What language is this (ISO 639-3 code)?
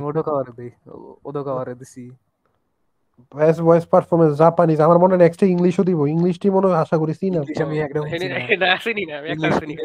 ben